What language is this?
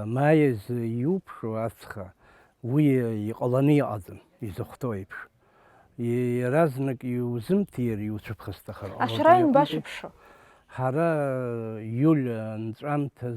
Abkhazian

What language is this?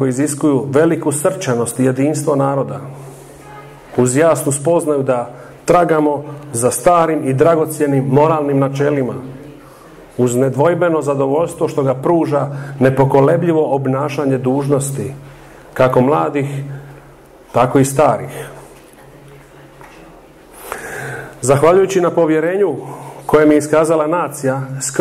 Croatian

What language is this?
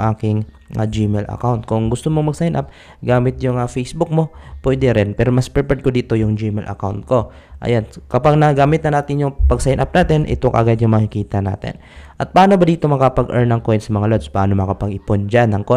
Filipino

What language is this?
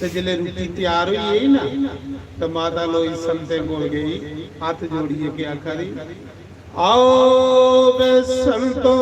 Dogri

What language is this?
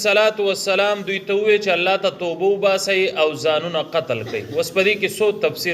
Pashto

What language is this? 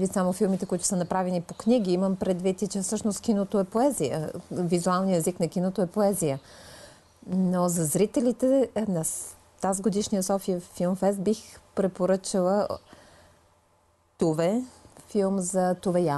Bulgarian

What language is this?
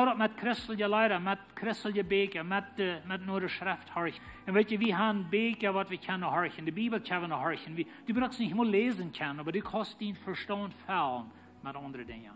Plautdietsch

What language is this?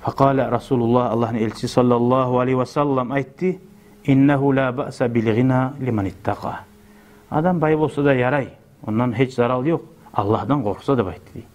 Kumyk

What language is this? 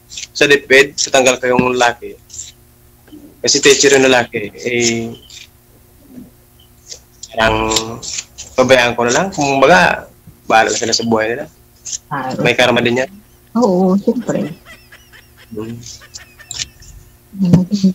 Filipino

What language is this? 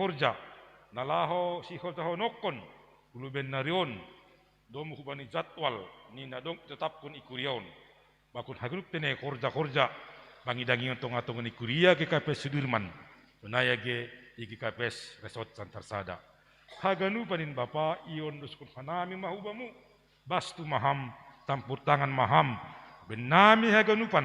Batak Simalungun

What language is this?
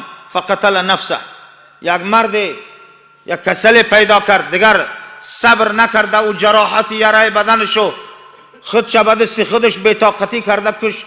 Tajik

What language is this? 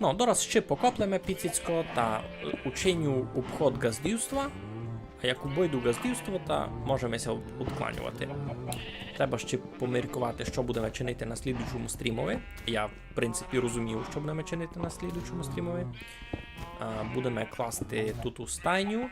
Rusyn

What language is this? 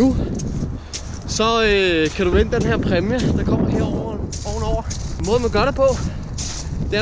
Danish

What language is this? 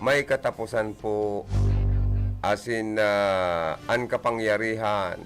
Bikol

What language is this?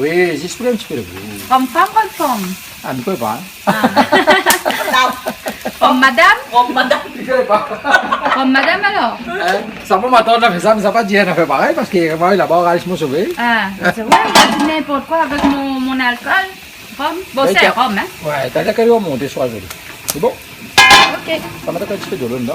Réunion Creole French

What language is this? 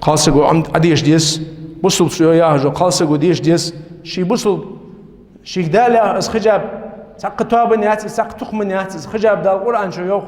Ingush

